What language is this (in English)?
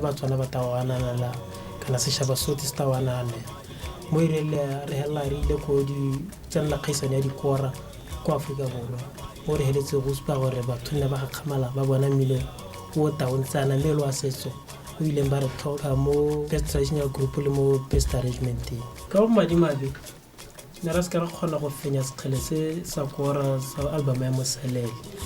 Tswana